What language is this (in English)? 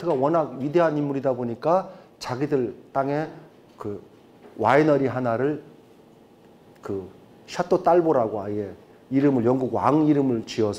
Korean